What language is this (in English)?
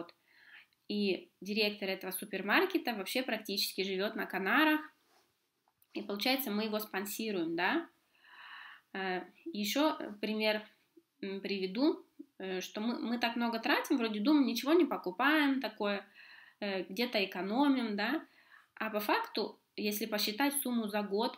Russian